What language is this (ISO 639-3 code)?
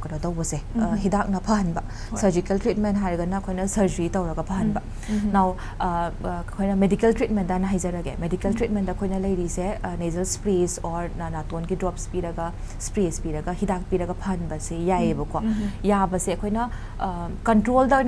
mni